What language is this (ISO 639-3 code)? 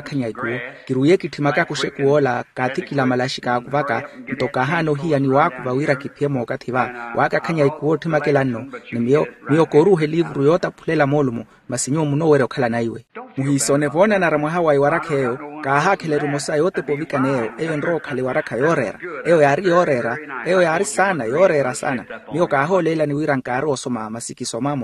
vmw